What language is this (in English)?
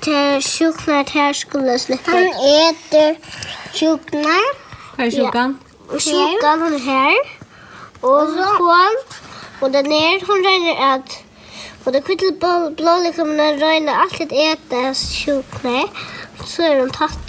Faroese